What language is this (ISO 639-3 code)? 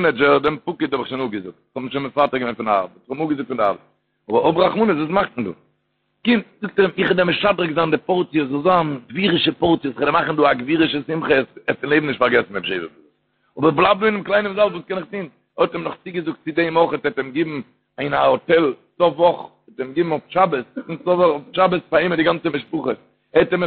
yid